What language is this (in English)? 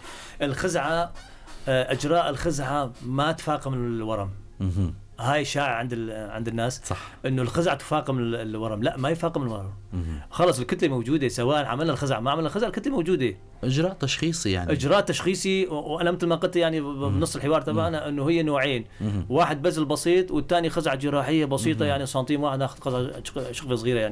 North Levantine Arabic